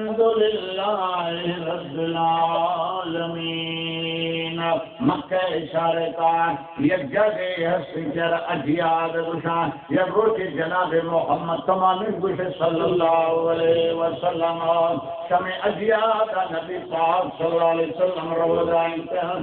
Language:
Baluchi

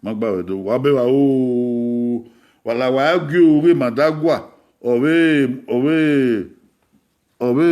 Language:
Bini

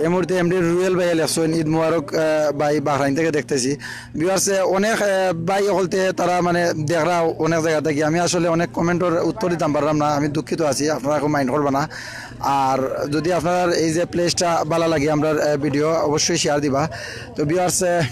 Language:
Sylheti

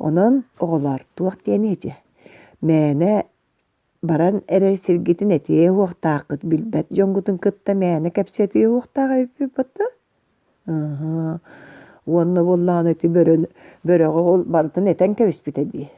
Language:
Yakut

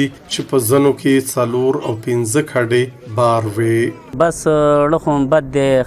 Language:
Pashto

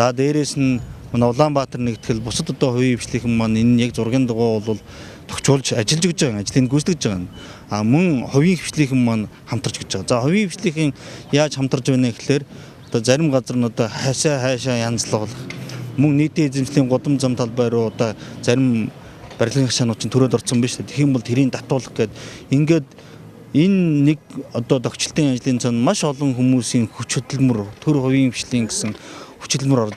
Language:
Mongolian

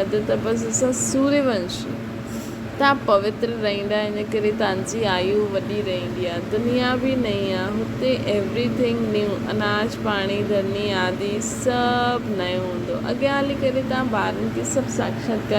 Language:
Sindhi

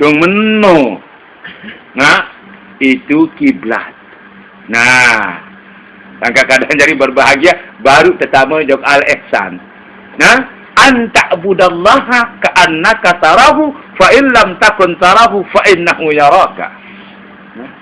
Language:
Sasak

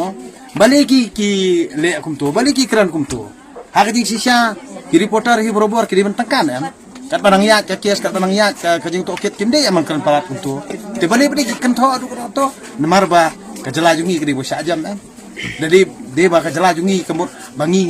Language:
Khasi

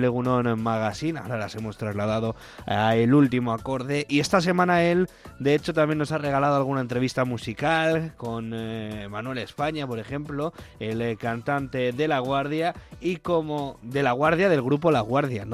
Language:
Spanish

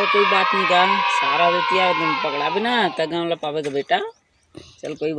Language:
Chhattisgarhi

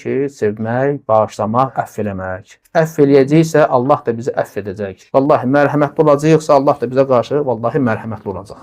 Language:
Azerbaijani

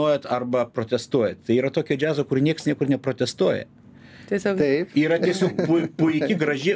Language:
Lithuanian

